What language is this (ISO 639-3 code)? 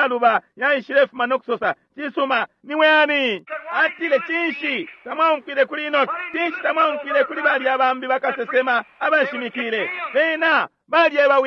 bem